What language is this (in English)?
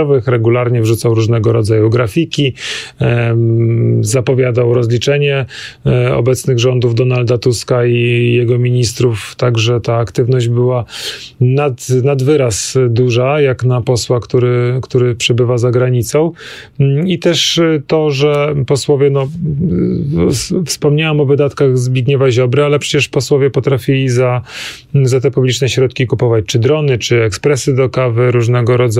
Polish